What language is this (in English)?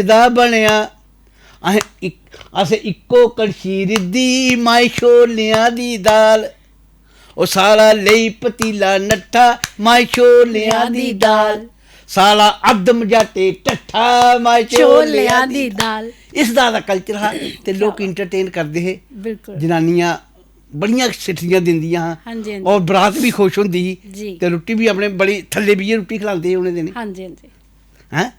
Dogri